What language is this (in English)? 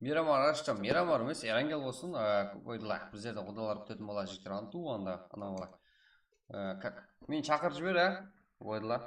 Kara-Kalpak